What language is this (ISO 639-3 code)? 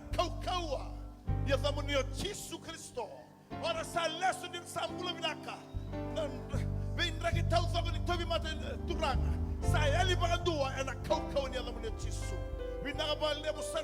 fij